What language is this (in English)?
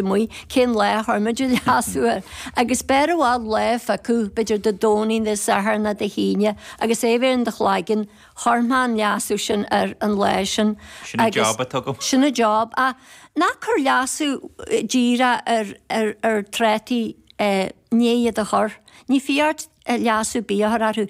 Irish